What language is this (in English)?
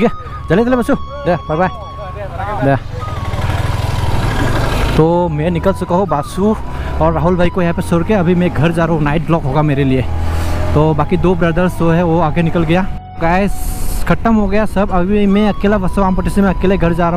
Hindi